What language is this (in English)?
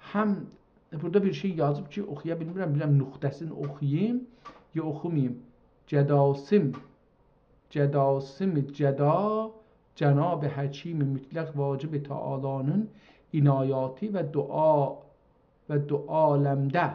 South Azerbaijani